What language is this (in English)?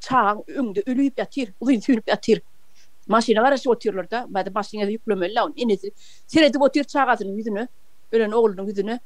Turkmen